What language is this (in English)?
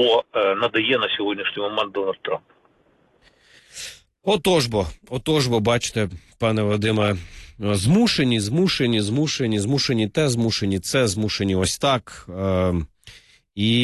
Ukrainian